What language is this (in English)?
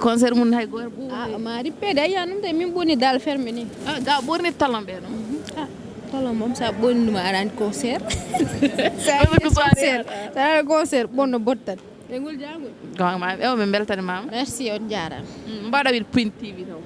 Fula